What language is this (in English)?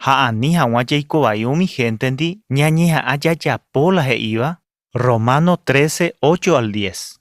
Guarani